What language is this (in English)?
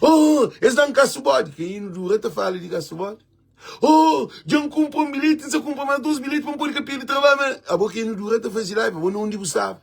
Kabuverdianu